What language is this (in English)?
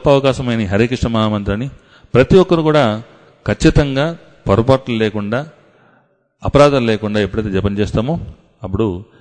Telugu